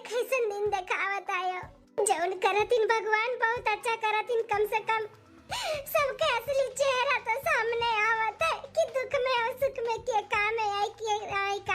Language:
Awadhi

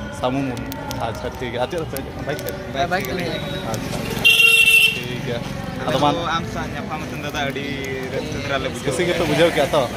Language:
Santali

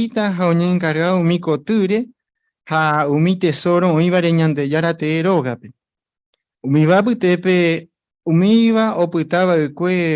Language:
Guarani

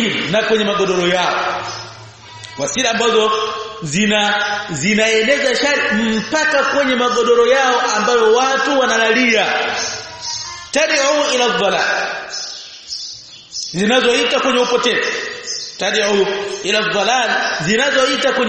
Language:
Swahili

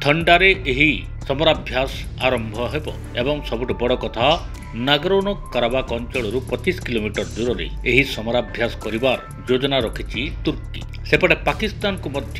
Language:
Odia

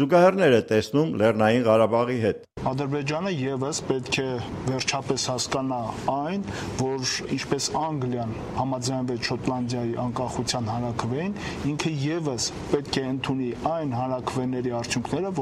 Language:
Armenian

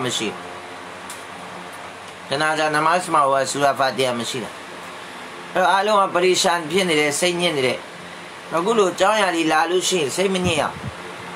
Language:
Burmese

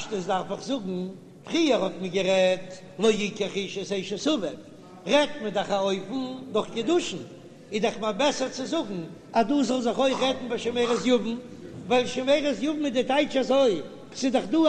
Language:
Yiddish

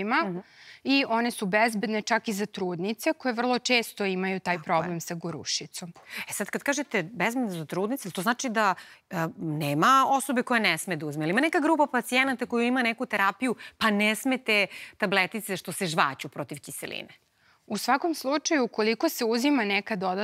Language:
Serbian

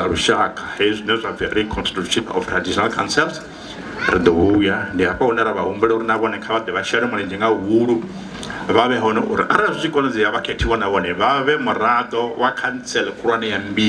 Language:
Venda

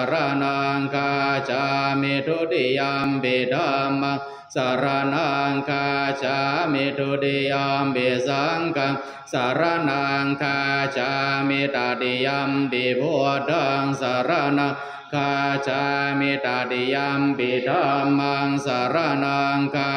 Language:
Pali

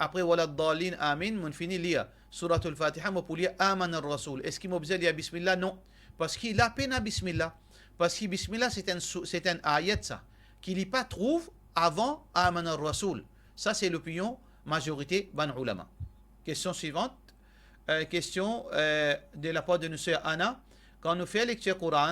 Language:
Morisyen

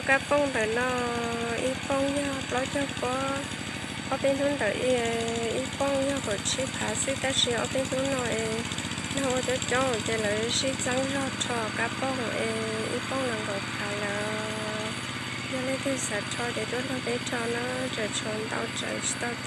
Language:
Hmong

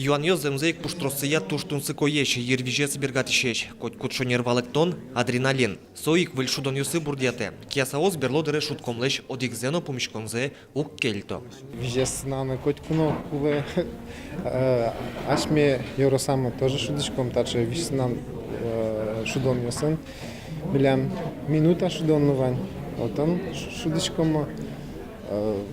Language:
Udmurt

